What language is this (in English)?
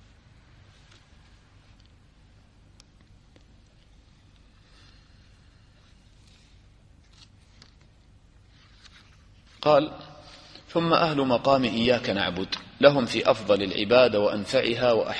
Arabic